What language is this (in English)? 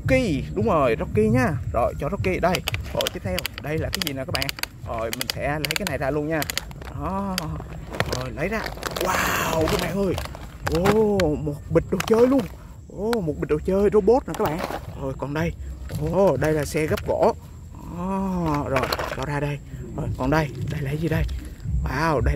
Vietnamese